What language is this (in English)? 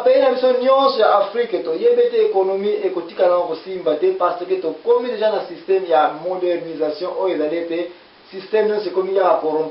Lingala